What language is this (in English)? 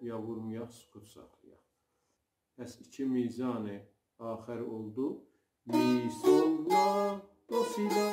South Azerbaijani